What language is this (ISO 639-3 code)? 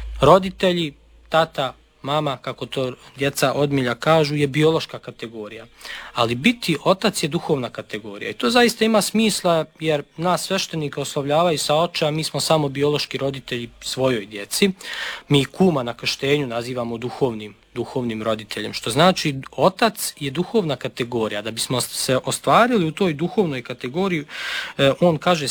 srp